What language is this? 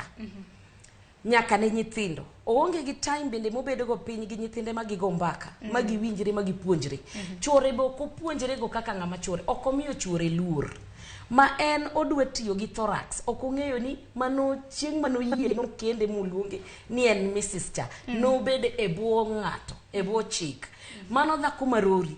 Luo (Kenya and Tanzania)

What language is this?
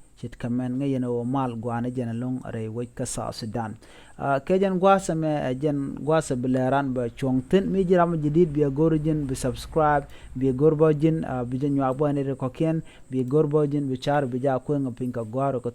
Nuer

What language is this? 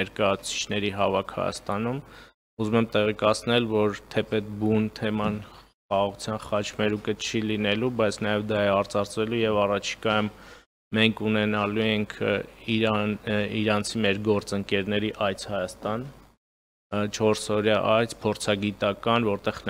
Armenian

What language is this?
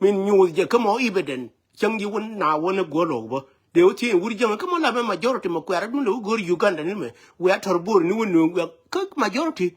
Nuer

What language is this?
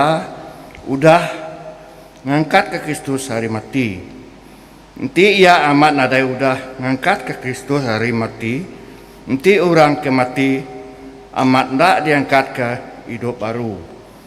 Iban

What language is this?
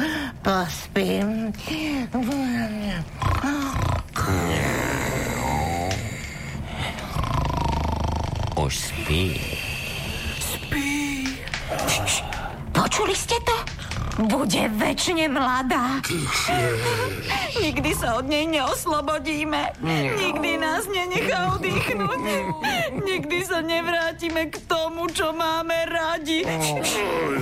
Slovak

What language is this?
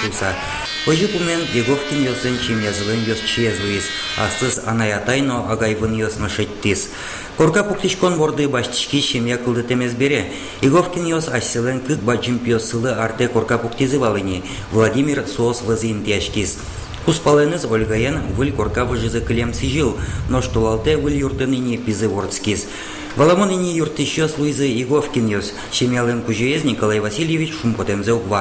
Udmurt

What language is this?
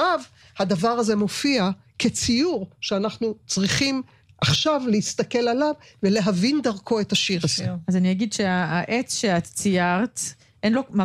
Hebrew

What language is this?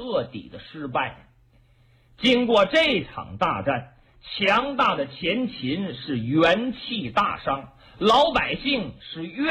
Chinese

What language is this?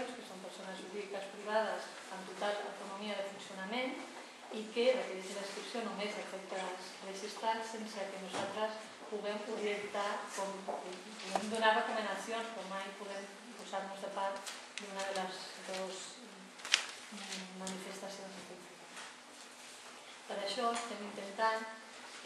Catalan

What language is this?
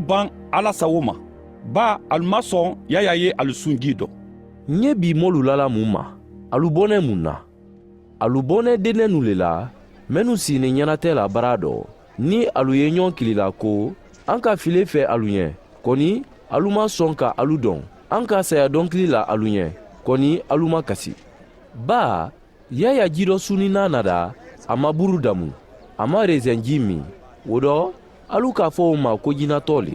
Mandingo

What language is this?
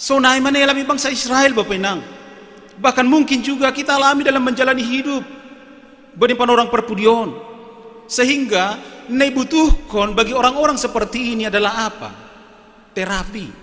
Batak Simalungun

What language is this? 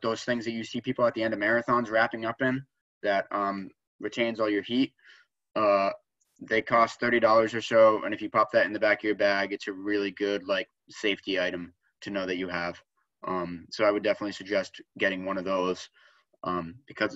English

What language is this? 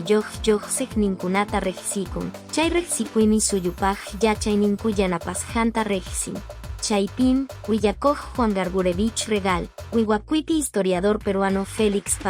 Quechua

